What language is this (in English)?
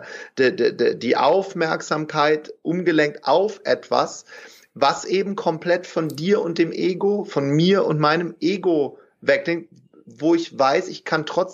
German